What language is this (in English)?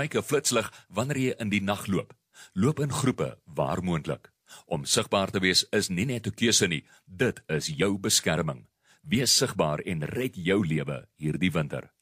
Afrikaans